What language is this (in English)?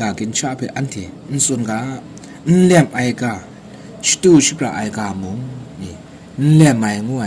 Kachin